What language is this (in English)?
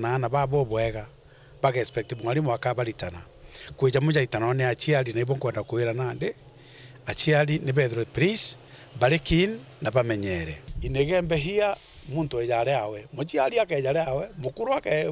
Meru